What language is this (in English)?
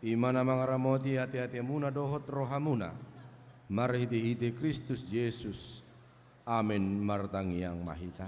Batak Toba